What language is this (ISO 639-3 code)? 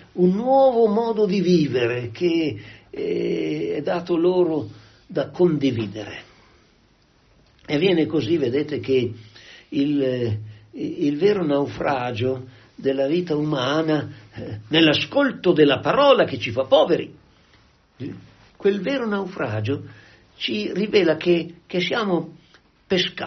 ita